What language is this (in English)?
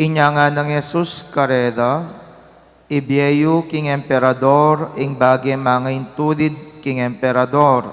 Pampanga